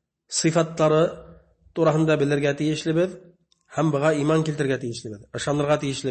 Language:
Bashkir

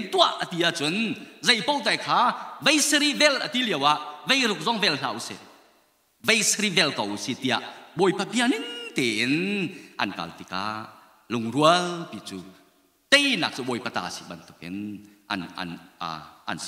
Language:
Hakha Chin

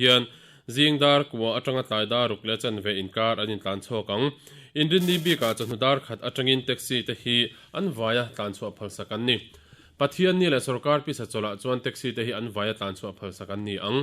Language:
Mizo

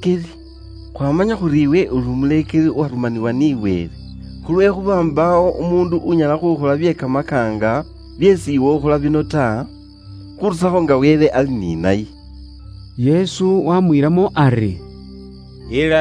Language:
Luyia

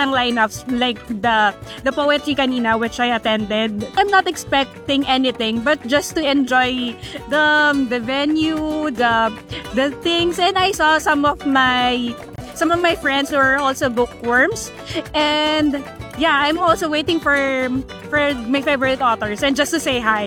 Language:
Filipino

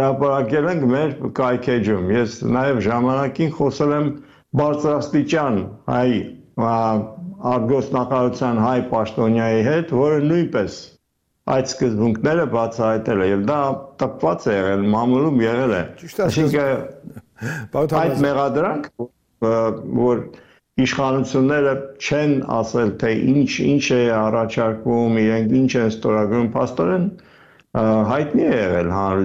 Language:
Armenian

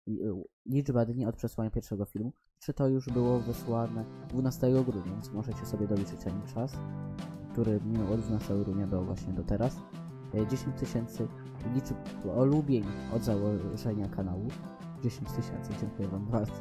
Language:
Polish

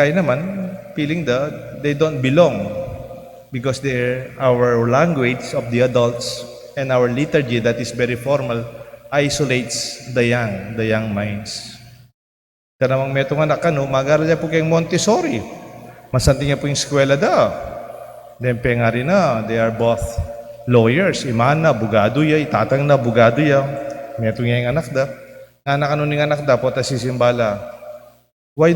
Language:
Pampanga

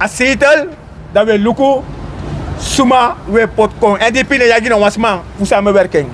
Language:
Sranan Tongo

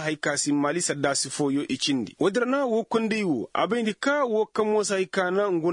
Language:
Koyraboro Senni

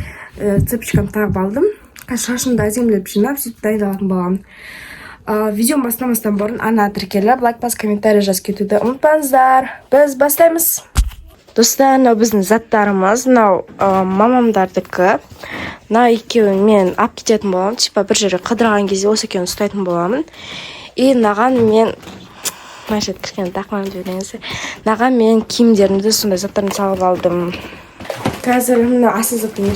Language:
Kazakh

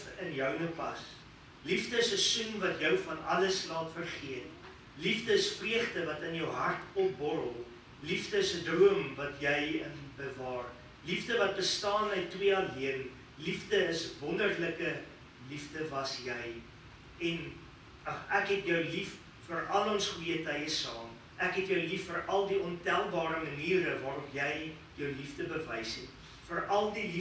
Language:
Afrikaans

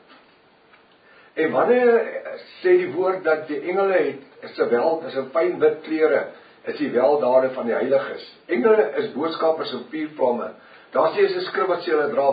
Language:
Afrikaans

